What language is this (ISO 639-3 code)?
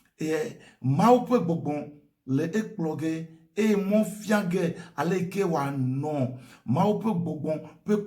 ewe